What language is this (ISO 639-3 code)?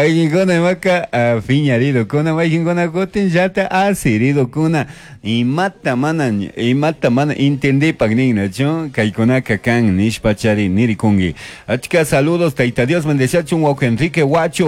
qug